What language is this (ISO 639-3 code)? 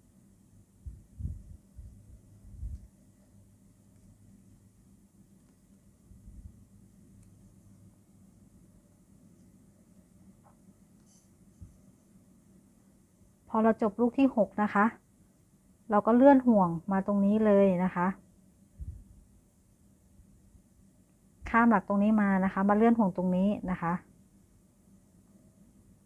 tha